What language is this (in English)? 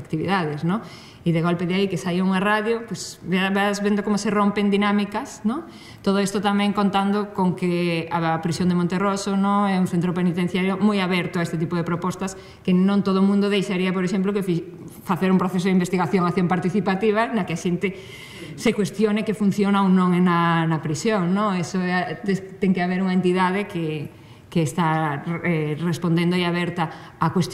Galician